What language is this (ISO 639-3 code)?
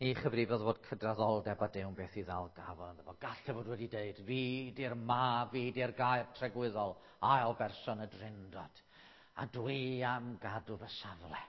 cym